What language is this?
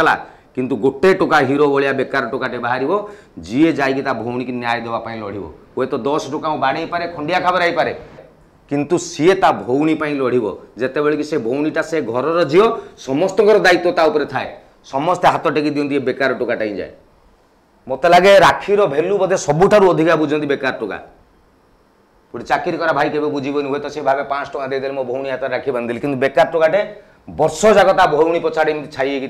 Odia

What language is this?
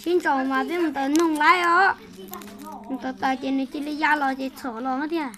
Hmong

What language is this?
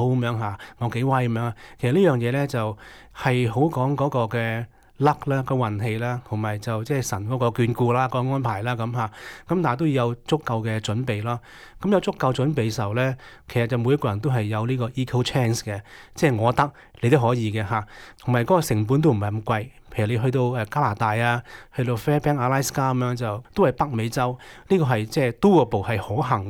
Cantonese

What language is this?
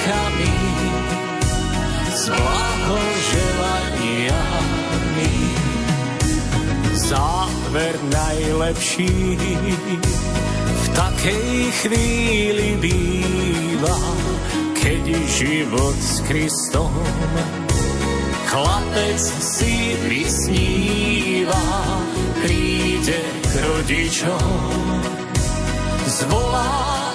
Slovak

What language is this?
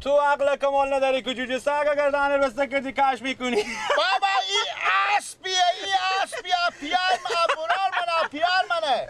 Persian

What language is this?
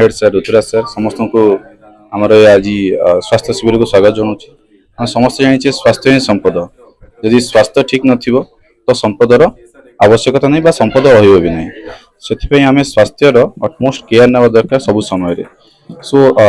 Odia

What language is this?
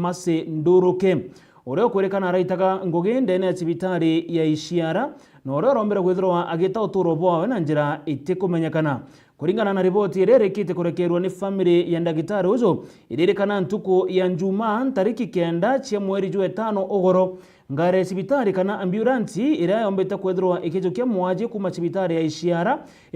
Meru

